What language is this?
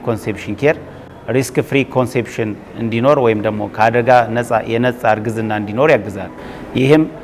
Amharic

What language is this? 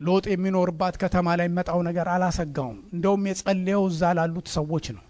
Amharic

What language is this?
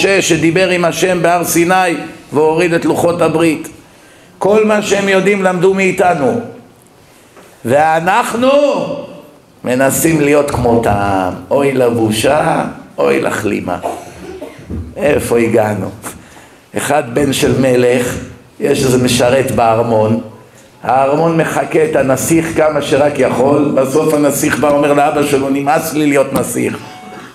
Hebrew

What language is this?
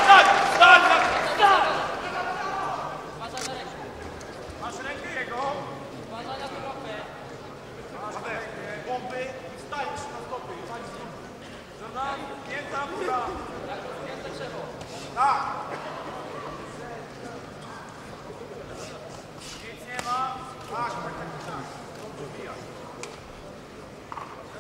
Polish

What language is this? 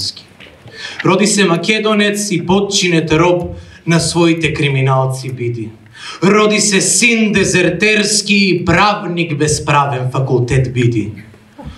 Macedonian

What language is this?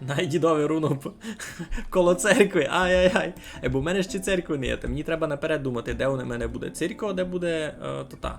Rusyn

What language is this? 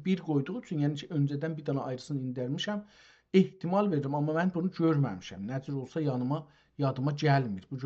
South Azerbaijani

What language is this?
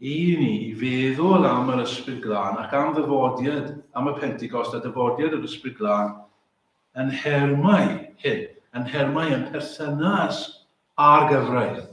Welsh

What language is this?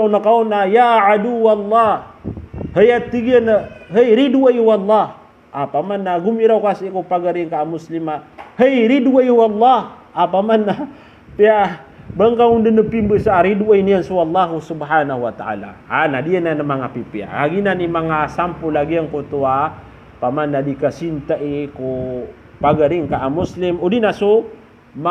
Maranao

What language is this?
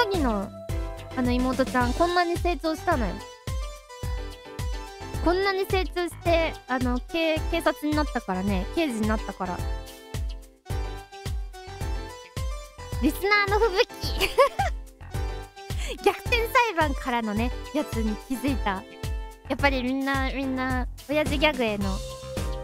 Japanese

